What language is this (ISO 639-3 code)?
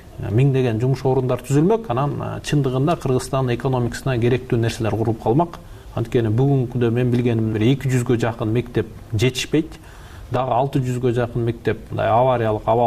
kir